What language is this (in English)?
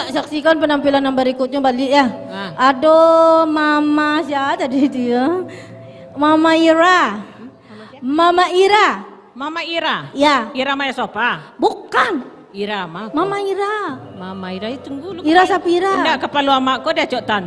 Minangkabau